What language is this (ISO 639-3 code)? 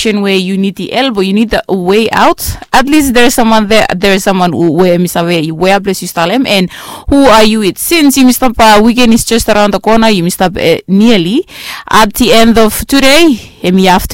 bis